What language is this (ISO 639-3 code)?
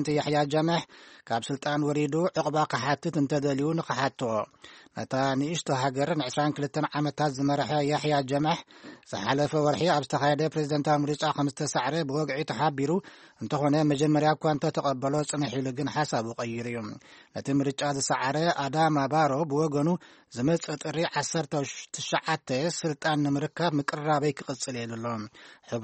tir